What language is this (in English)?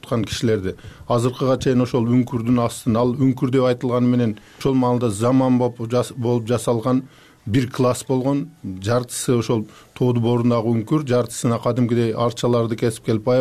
Kyrgyz